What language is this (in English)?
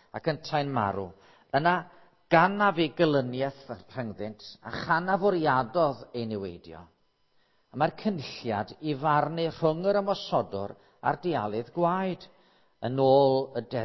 Welsh